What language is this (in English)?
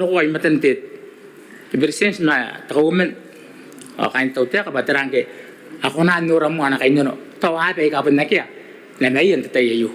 Gilbertese